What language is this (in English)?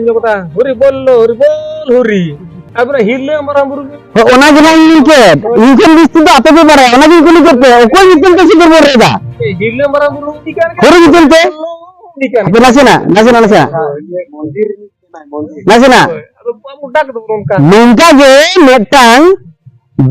Santali